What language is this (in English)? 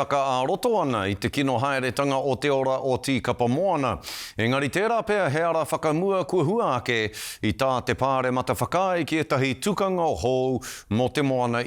Māori